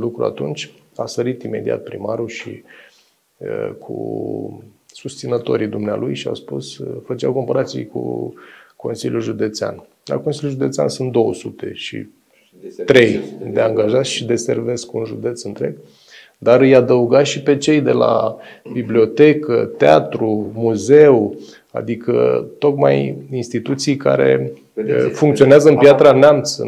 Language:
Romanian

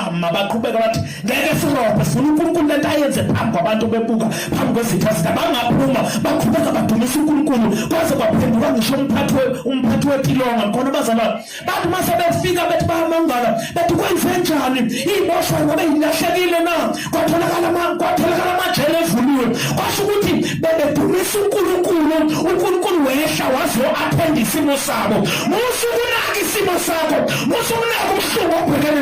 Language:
Zulu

